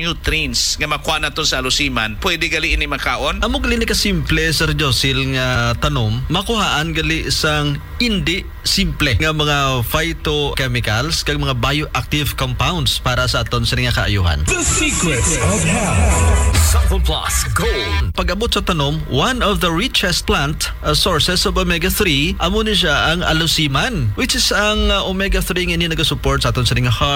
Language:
Hiligaynon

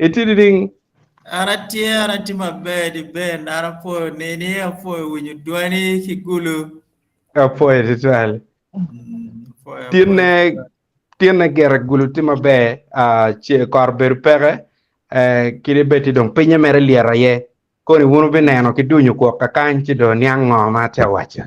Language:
Acoli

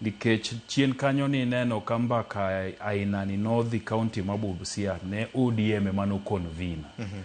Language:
Luo (Kenya and Tanzania)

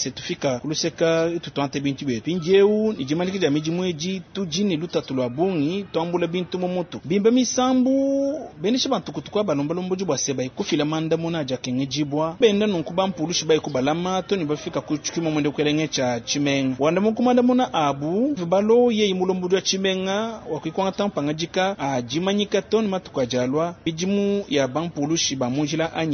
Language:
Luba-Lulua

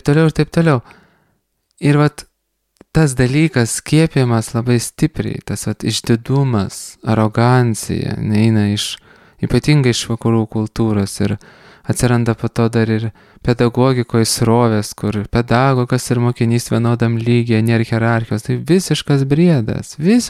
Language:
Lithuanian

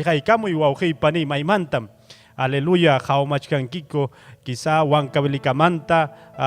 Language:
Ayacucho Quechua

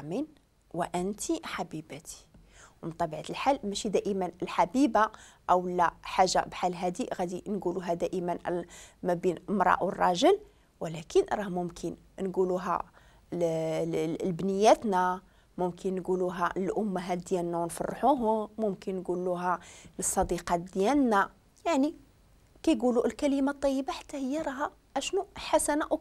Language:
Moroccan Arabic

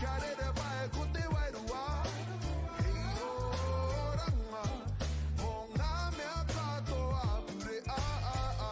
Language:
Māori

